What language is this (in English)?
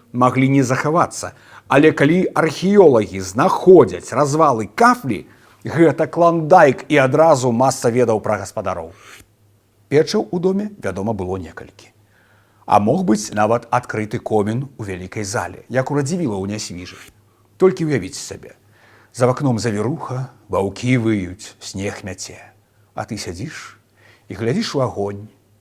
Belarusian